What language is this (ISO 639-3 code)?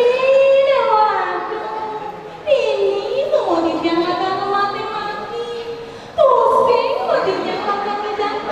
ban